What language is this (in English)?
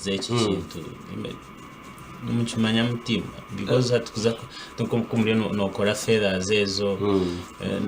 Nyankole